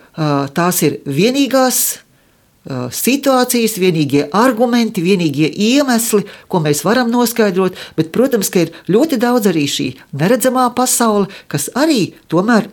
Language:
Latvian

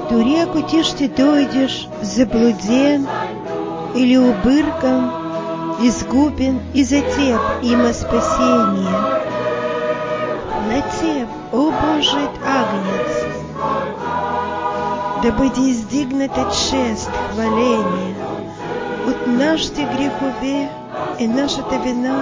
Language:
Bulgarian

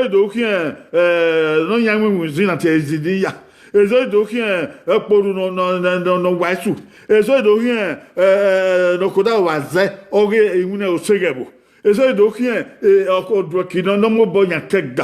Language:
Bini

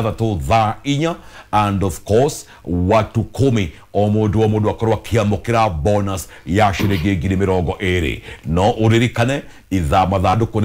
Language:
Kikuyu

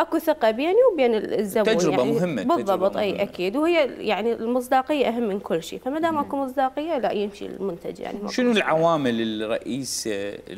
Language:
Mesopotamian Arabic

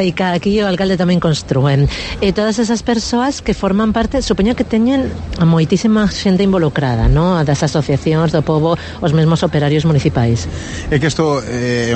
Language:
Galician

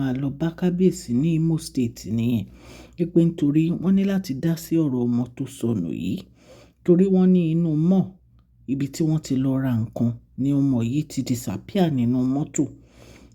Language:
Yoruba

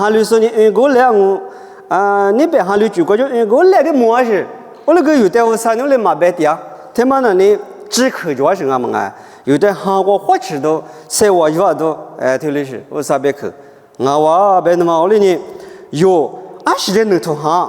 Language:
Lisu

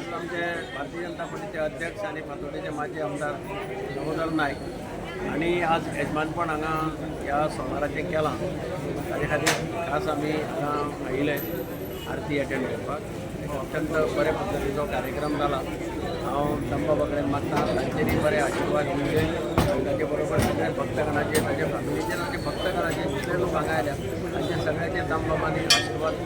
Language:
Konkani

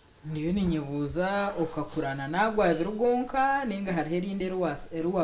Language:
Nyankole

